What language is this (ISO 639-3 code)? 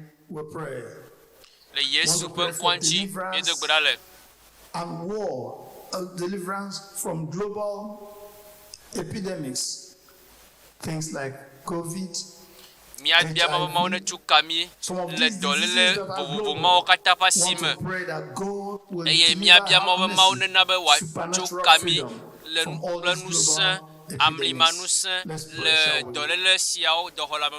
ewe